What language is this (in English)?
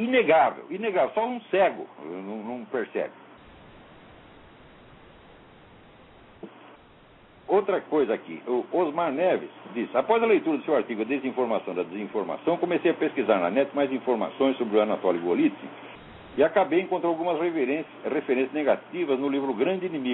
Portuguese